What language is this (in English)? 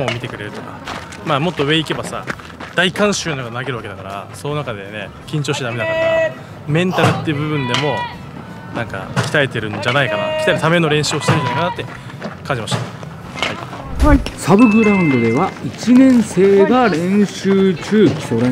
Japanese